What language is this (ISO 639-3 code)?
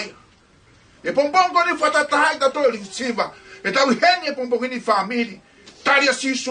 ton